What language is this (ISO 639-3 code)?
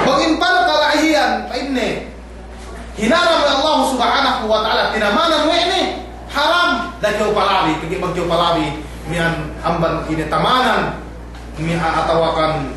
yka